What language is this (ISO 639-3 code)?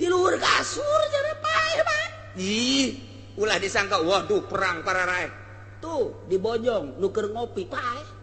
sun